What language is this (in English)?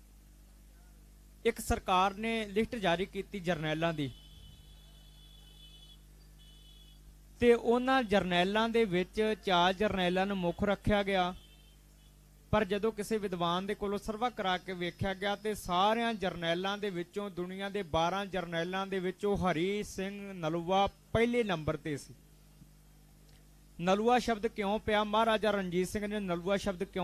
Punjabi